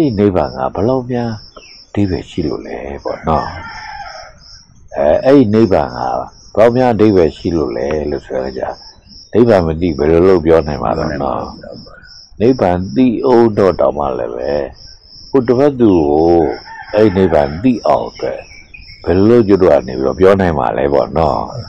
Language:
Burmese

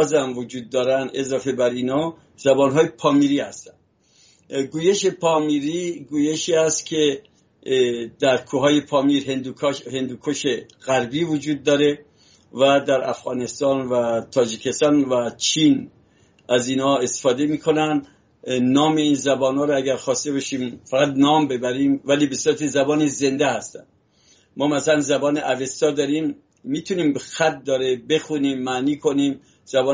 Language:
Persian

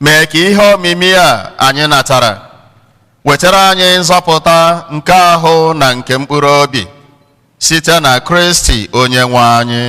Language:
Igbo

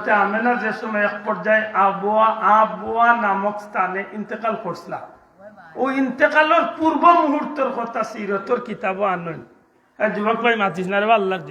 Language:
Sylheti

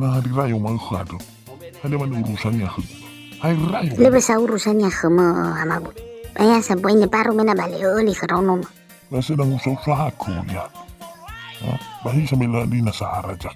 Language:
Nias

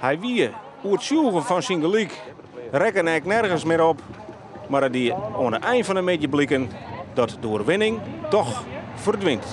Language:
Western Frisian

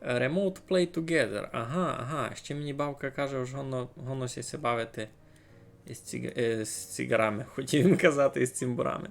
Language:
Rusyn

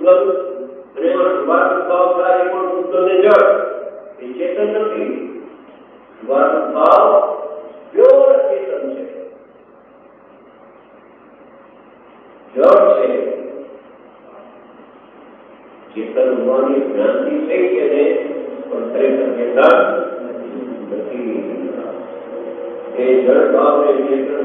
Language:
Gujarati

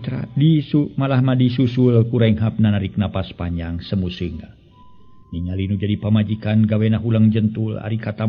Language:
Sundanese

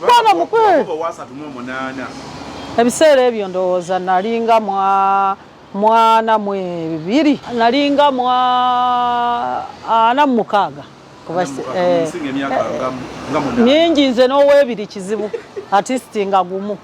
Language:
Ganda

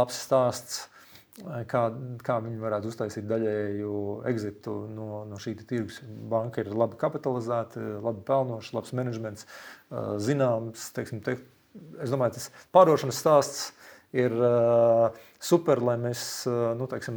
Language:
Latvian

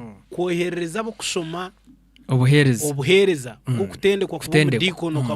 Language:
Nyankole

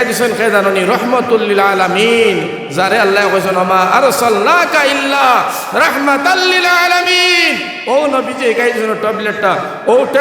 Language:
Sylheti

